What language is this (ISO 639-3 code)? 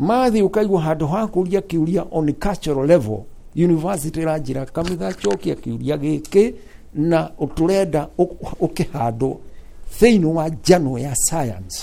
kik